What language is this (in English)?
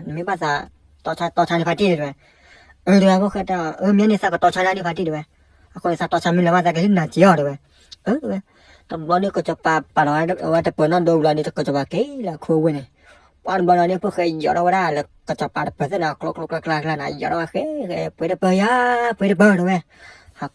S'gaw Karen